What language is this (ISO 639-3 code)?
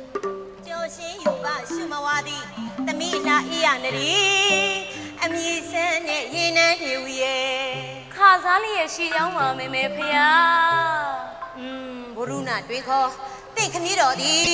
mya